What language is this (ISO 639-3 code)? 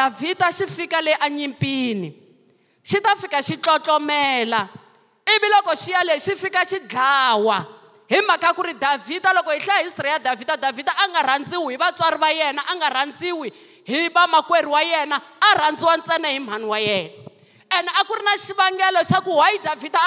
tso